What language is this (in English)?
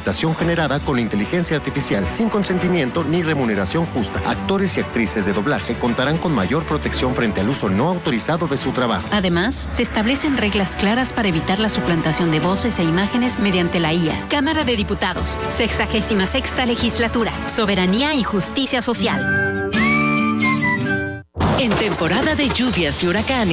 Spanish